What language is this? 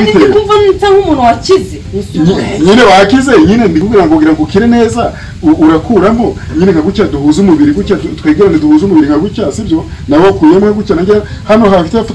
Kinyarwanda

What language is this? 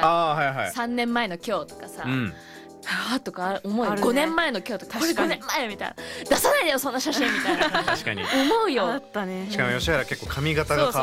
Japanese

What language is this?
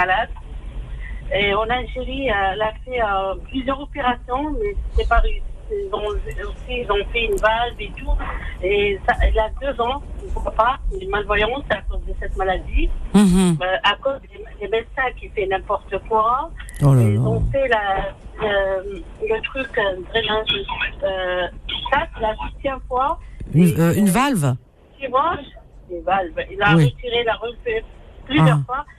French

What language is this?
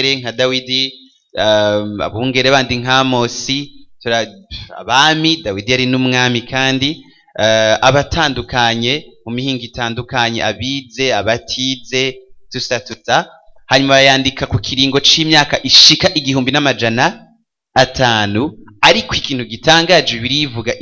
Rundi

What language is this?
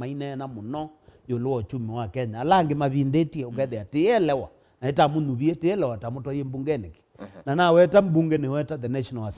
Kamba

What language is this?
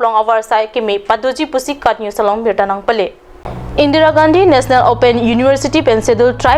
Karbi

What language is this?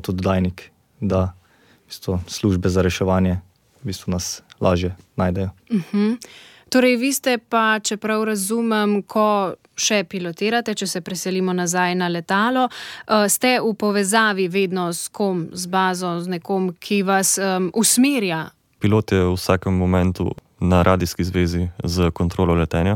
Slovenian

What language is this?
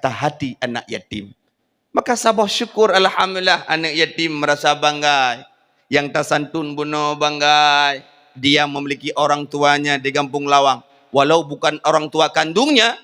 Achinese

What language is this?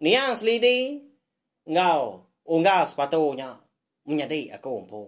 Iban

